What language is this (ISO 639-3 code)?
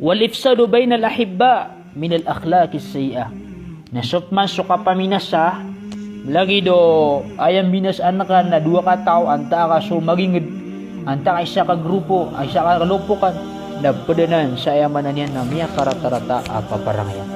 mrw